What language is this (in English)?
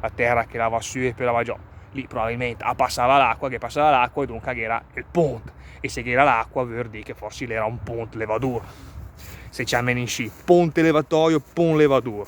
Lombard